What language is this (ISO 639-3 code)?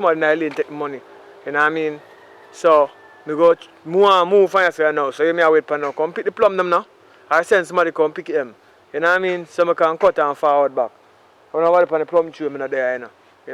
jam